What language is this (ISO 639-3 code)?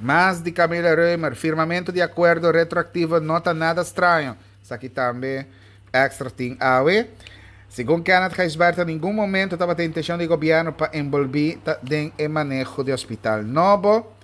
pap